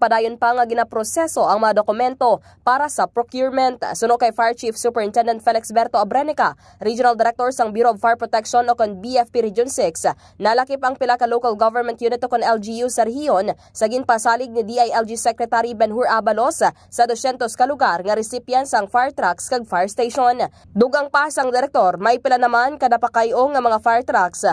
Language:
Hiligaynon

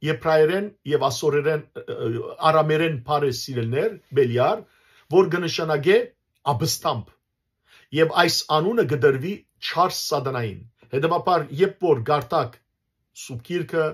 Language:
Western Armenian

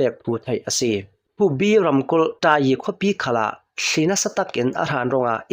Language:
Hakha Chin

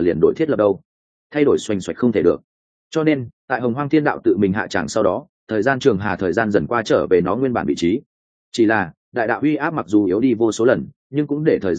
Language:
Vietnamese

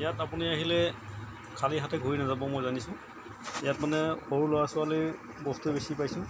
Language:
Assamese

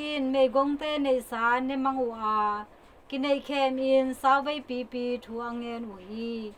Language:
Tedim Chin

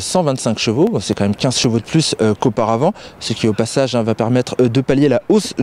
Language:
French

